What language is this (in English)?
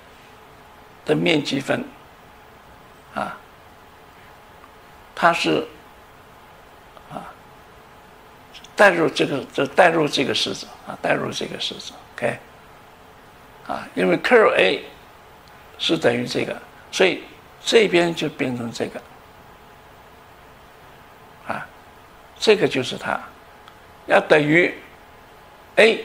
Chinese